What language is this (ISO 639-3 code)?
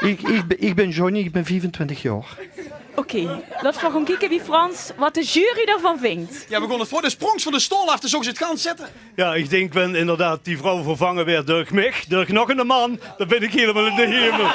lim